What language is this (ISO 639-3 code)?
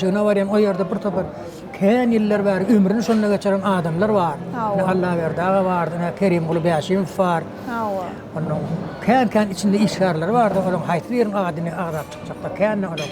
tuk